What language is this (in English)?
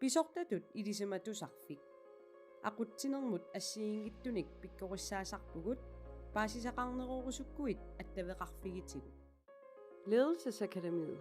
Kalaallisut